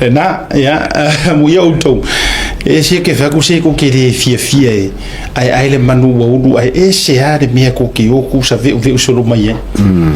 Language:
Samoan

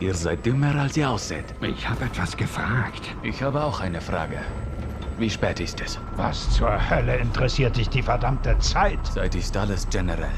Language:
Bavarian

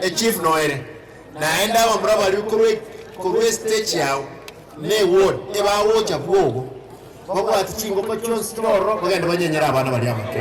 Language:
Gusii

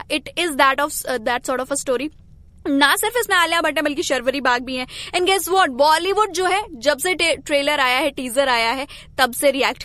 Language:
Hindi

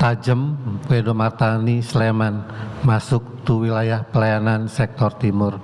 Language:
Batak Toba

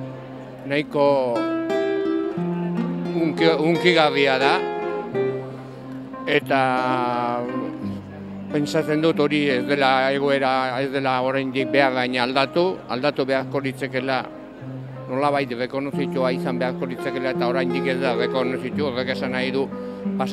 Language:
Basque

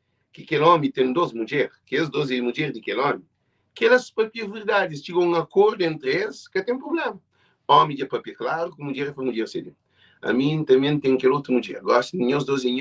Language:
Kabuverdianu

